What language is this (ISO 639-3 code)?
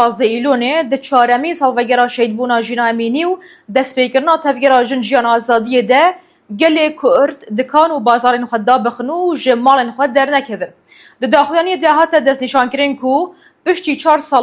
kur